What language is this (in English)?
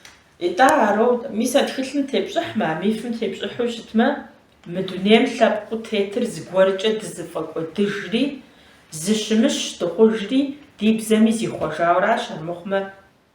Kabardian